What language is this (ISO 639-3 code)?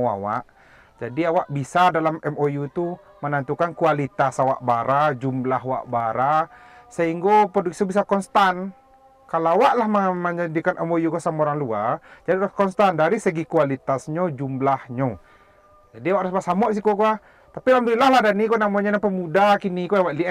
min